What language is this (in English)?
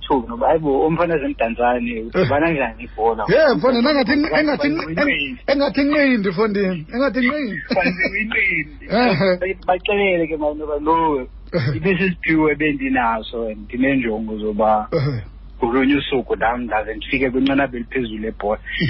Xhosa